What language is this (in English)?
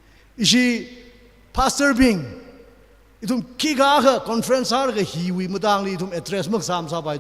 Tangkhul Naga (India)